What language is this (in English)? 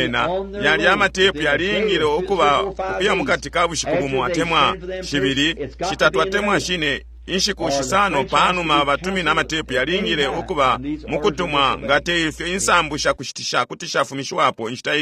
Bemba